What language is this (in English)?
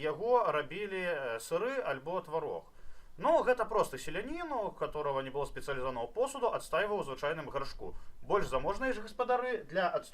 Belarusian